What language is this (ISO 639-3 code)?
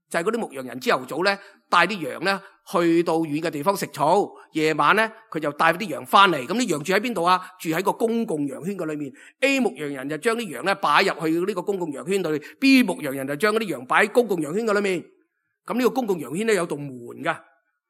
yue